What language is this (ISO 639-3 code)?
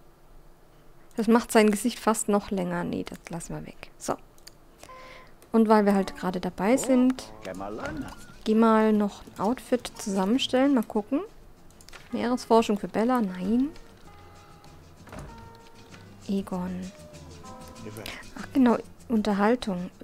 deu